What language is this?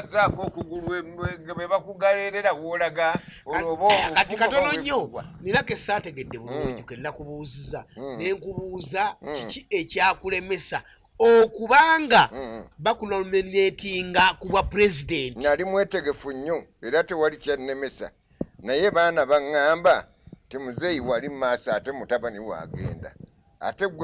Ganda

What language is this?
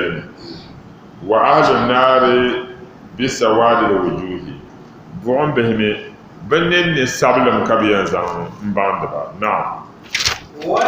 Dagbani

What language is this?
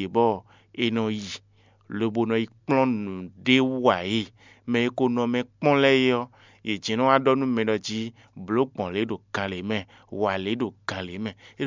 Fon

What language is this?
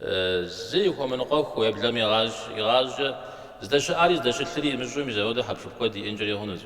Kabardian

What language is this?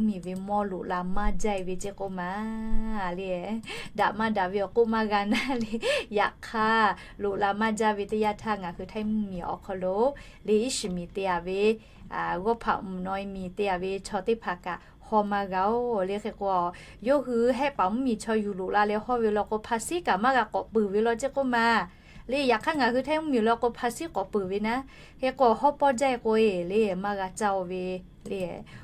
Lahu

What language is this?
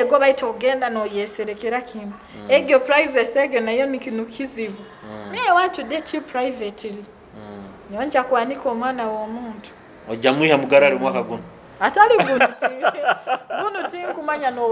Nyoro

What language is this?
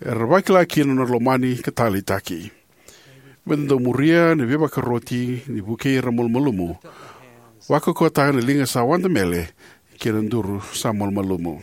Fijian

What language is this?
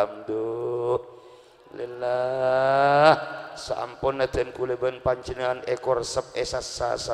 Madurese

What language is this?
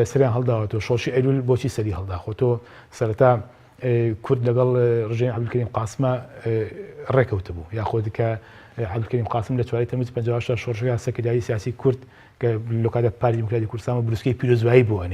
Central Kurdish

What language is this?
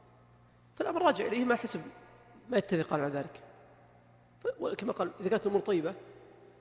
Arabic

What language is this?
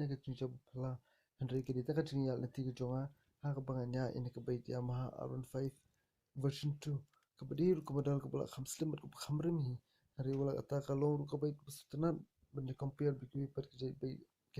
Khasi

